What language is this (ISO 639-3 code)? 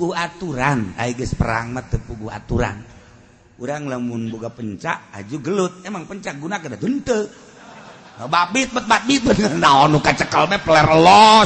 sun